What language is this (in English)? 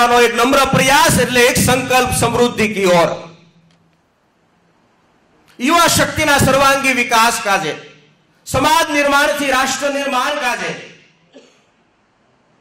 Gujarati